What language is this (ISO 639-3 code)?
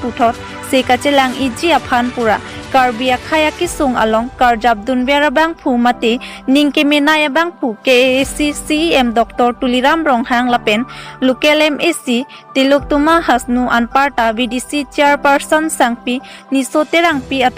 mjw